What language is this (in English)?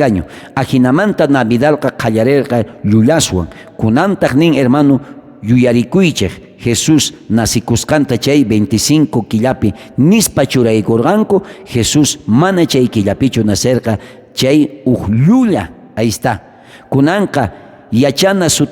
South Bolivian Quechua